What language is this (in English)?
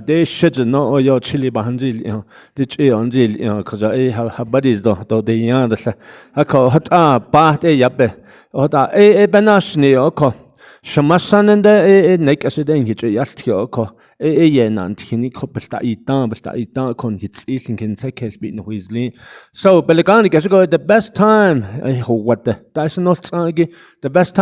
Navajo